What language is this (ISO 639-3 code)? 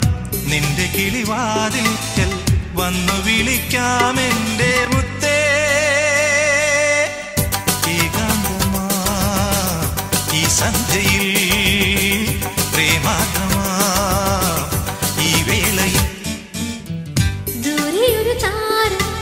mal